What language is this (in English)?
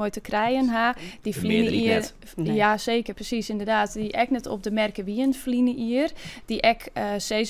Western Frisian